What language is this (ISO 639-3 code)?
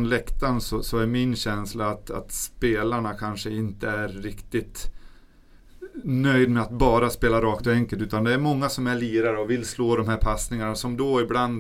swe